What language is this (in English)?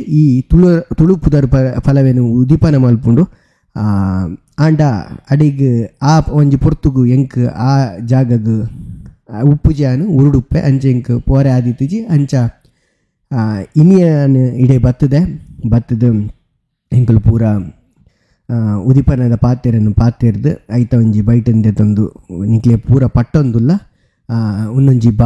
Tulu